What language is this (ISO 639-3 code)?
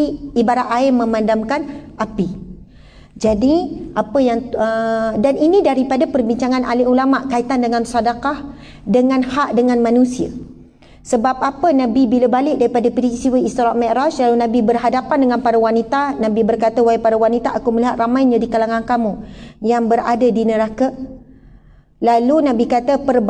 msa